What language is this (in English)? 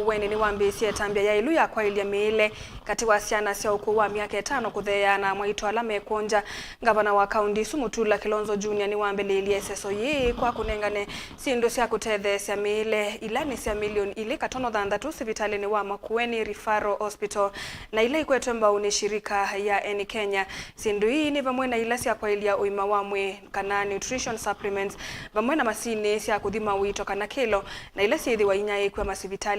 Kamba